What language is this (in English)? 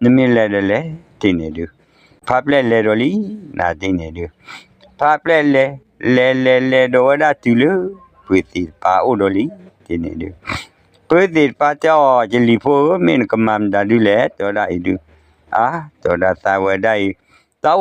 S'gaw Karen